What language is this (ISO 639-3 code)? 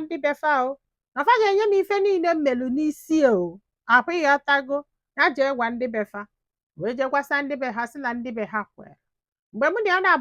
ibo